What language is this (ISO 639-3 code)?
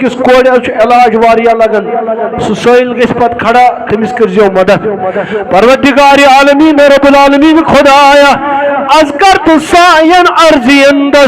kas